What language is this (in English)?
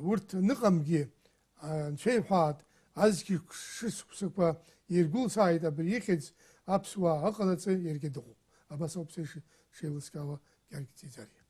Abkhazian